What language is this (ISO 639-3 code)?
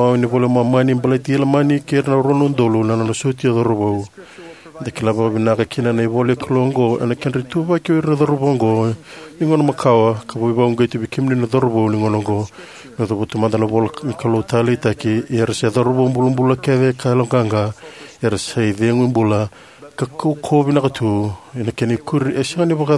fij